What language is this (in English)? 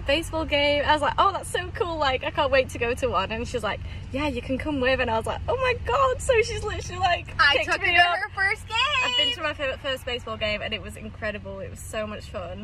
English